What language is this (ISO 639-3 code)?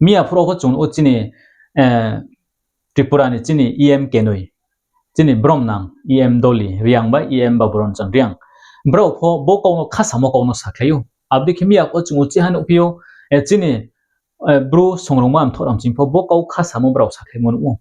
ria